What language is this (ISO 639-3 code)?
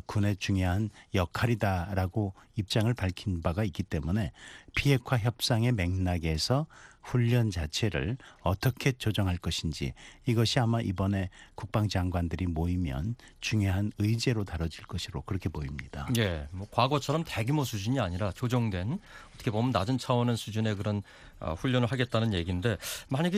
kor